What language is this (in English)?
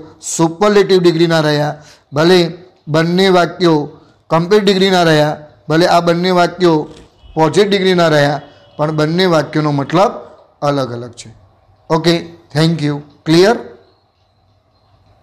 Gujarati